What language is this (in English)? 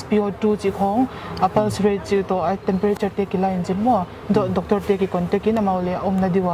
Paite Chin